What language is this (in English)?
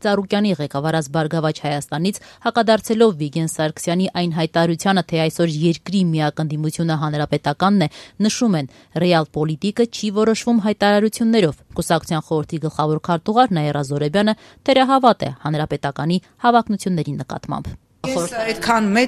Armenian